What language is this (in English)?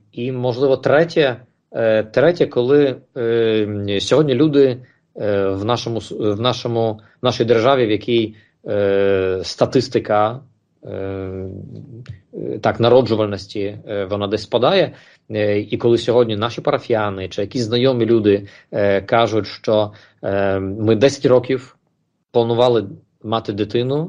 Ukrainian